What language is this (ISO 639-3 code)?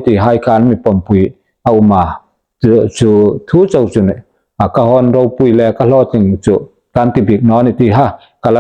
hmr